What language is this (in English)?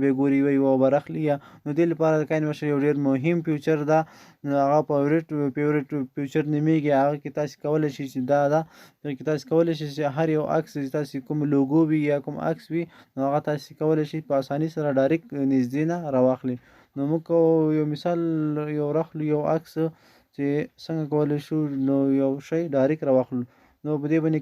Pashto